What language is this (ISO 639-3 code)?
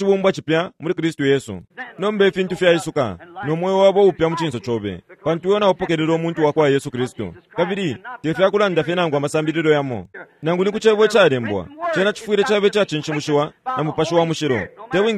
bem